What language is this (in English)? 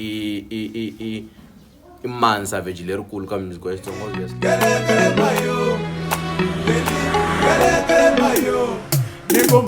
Tsonga